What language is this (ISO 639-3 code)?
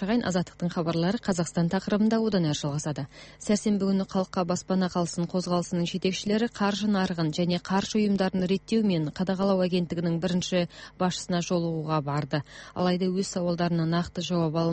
kaz